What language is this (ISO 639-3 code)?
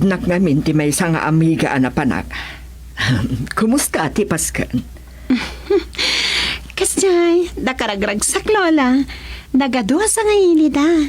ilo